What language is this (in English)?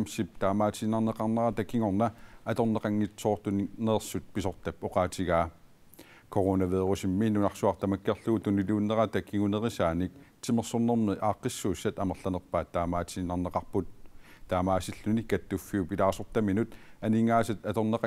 Kalaallisut